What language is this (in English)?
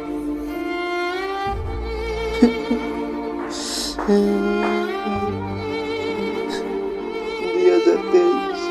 Kok Borok